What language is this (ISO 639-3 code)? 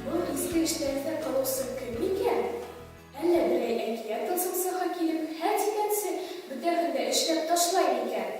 bak